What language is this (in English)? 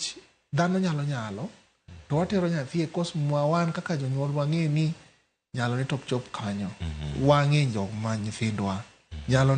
Luo (Kenya and Tanzania)